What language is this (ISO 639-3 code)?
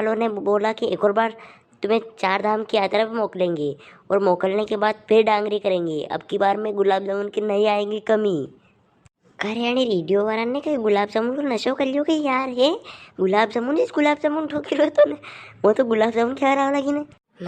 raj